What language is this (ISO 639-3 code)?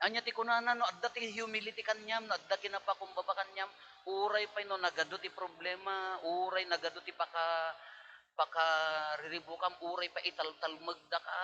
ilo